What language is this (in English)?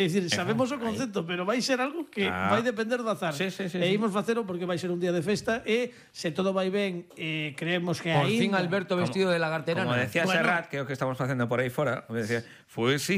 Galician